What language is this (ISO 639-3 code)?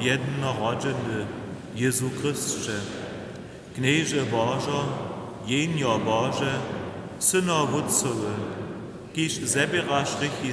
hsb